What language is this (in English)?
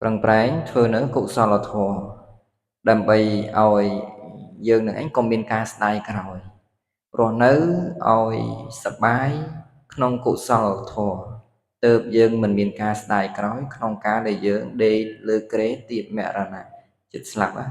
Khmer